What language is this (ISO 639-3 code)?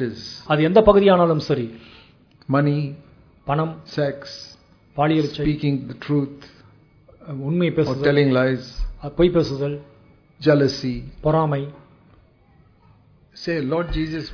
tam